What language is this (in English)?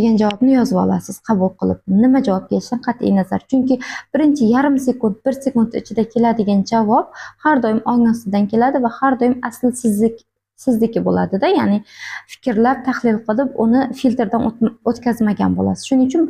Uzbek